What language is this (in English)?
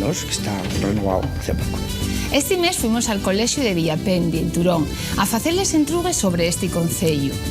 Asturian